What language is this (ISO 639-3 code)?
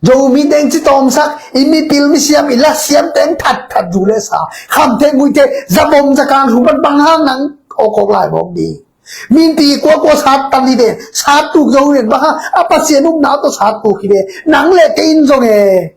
ctd